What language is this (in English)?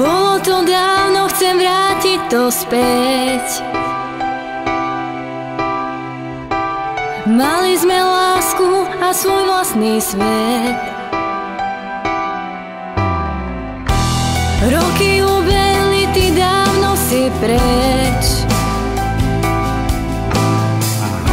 Slovak